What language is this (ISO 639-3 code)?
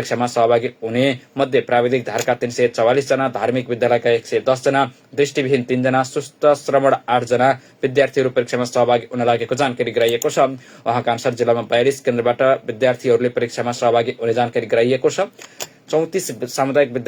nep